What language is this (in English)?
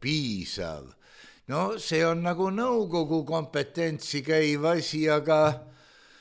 Estonian